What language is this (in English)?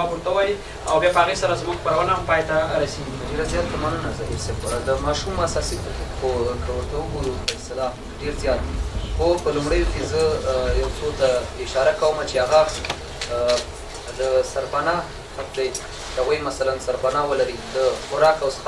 Pashto